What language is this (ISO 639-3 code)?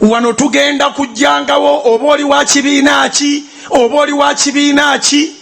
lug